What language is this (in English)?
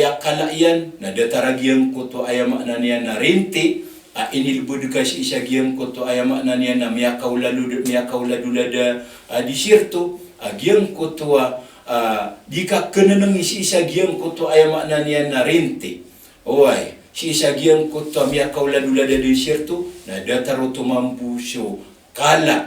Maranao